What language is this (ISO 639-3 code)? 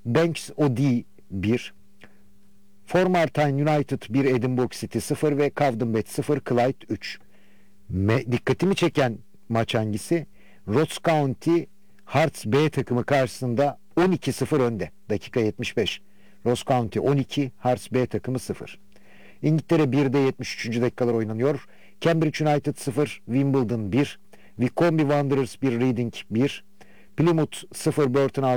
tur